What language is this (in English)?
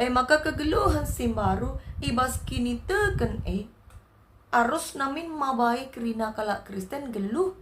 Batak Karo